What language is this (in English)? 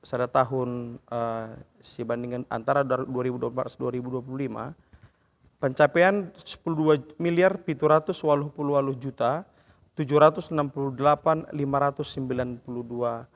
Batak Karo